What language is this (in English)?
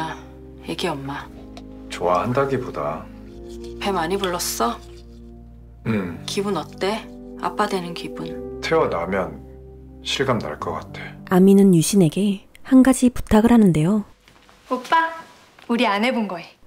Korean